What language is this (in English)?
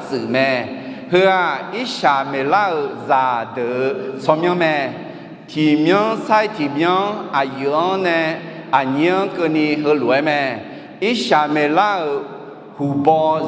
Akha